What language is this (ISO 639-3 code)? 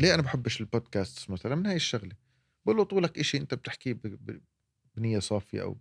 apc